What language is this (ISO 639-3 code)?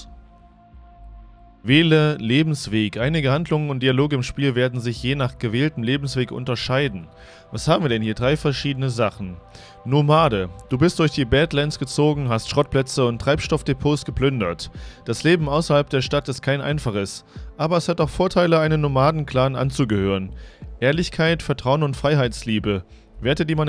deu